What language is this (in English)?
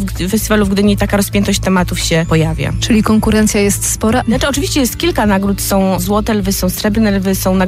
Polish